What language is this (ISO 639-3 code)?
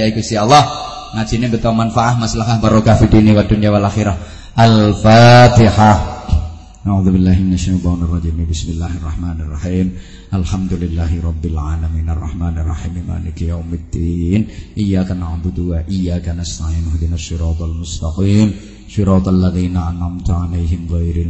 jav